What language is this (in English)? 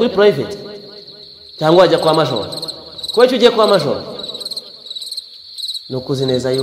Kinyarwanda